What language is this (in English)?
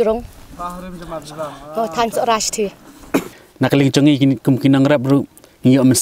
Khasi